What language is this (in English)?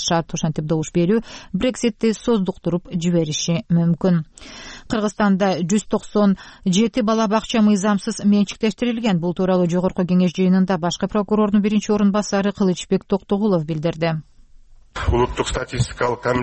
Kyrgyz